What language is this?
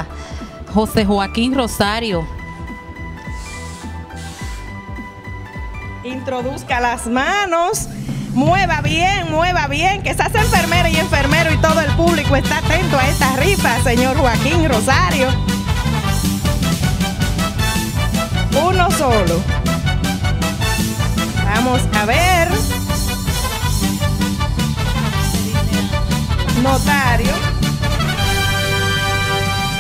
Spanish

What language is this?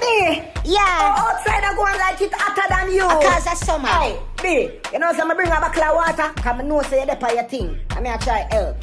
Jamaican Creole English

